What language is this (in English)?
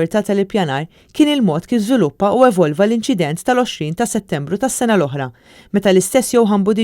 Maltese